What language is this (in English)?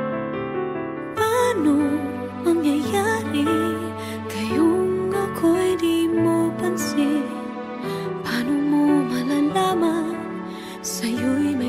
Filipino